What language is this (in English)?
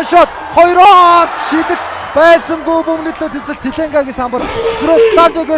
Mongolian